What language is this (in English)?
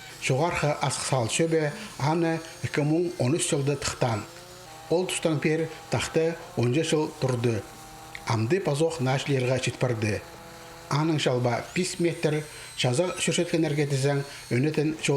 Khakas